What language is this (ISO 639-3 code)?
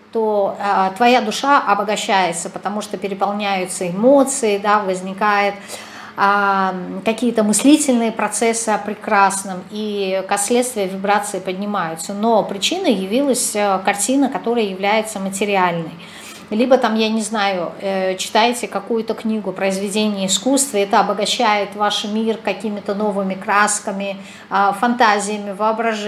rus